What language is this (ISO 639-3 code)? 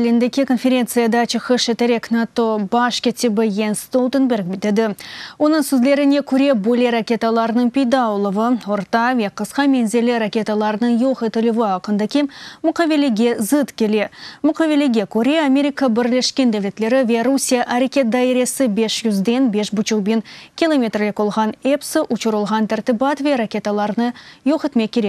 crh